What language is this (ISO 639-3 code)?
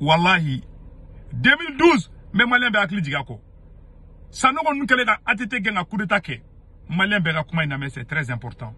bam